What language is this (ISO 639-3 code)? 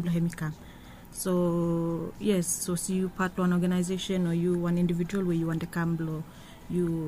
bis